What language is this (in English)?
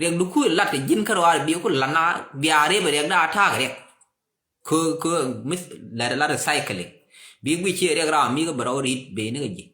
Nuer